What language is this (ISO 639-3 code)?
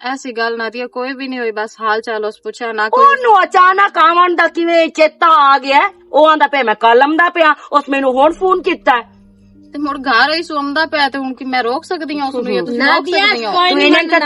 lah